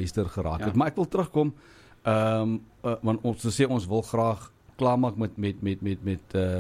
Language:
Afrikaans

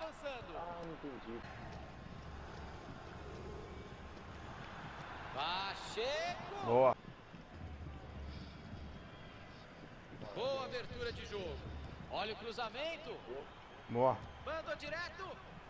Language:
Portuguese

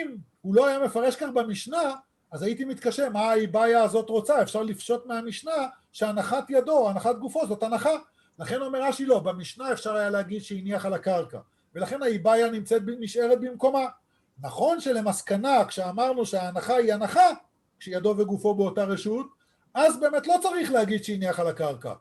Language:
Hebrew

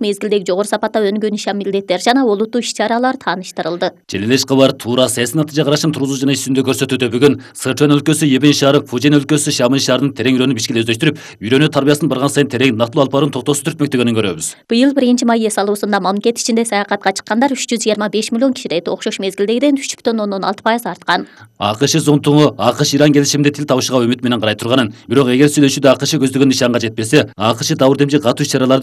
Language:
Kyrgyz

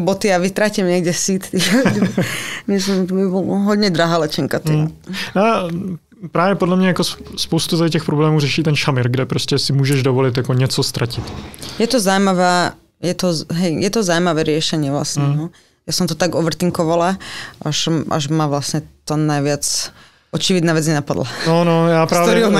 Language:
Slovak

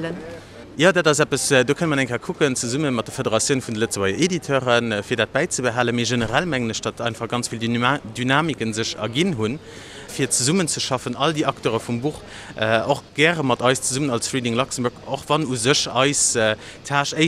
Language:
Luxembourgish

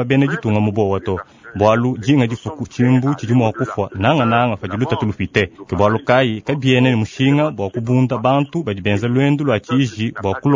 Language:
Luba-Lulua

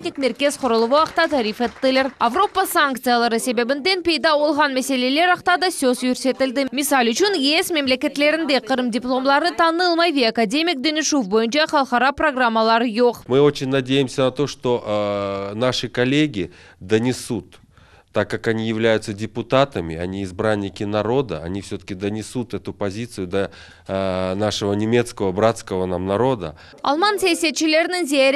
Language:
Crimean Tatar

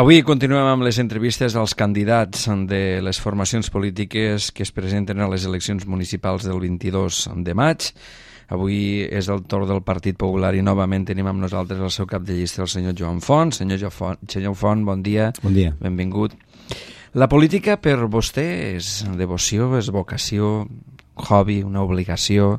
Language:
Catalan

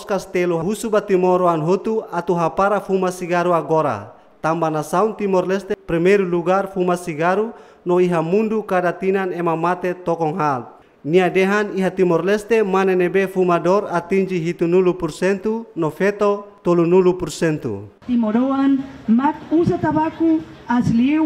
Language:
Tetum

